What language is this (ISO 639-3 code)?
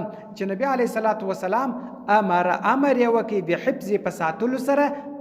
pus